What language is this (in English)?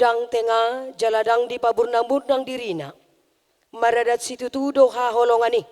Batak Toba